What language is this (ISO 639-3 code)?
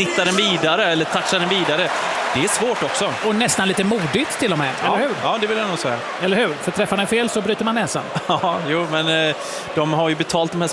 swe